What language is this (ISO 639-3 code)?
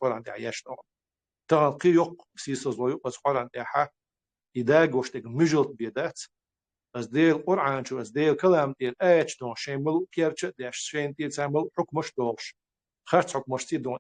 che